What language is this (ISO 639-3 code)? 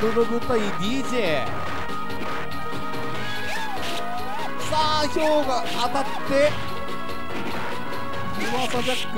jpn